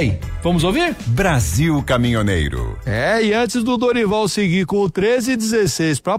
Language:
Portuguese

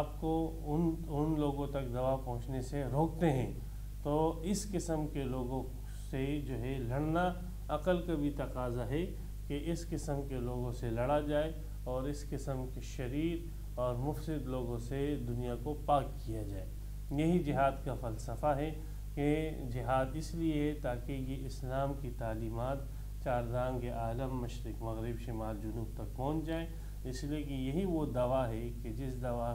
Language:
Urdu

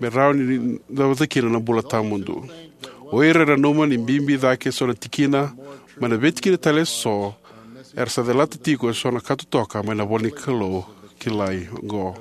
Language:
Fijian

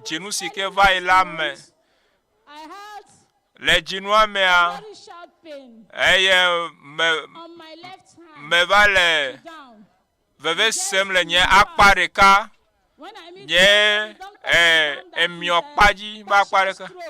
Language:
Ewe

